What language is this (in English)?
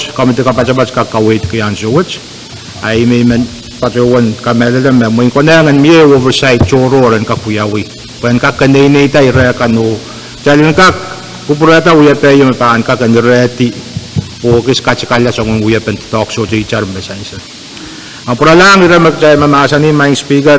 Pohnpeian